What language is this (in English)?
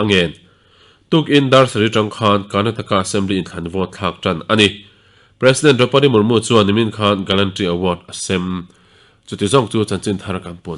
Mizo